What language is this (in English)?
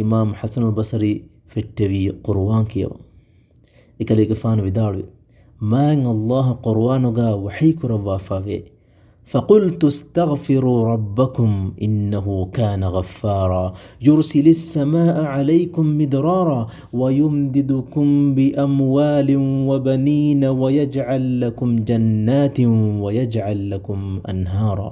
Divehi